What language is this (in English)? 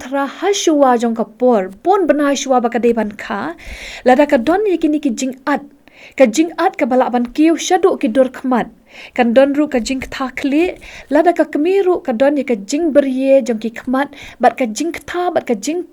Khasi